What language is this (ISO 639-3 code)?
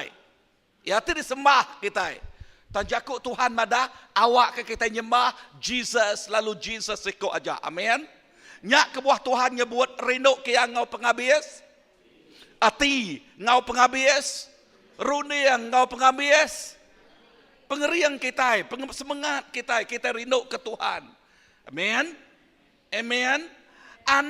iba